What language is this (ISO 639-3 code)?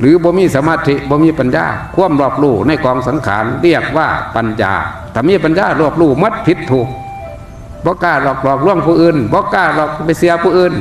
tts